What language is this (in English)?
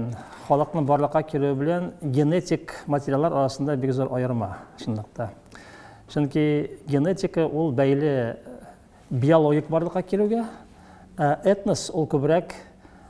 Tatar